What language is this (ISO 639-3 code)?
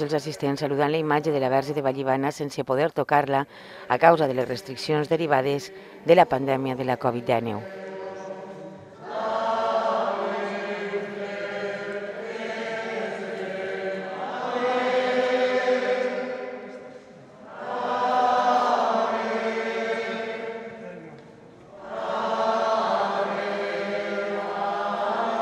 cat